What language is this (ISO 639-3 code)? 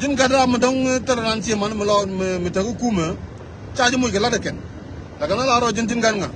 nus